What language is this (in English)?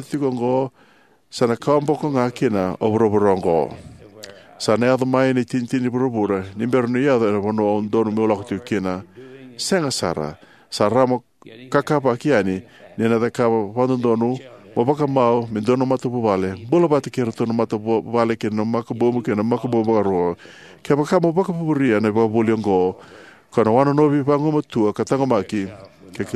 Fijian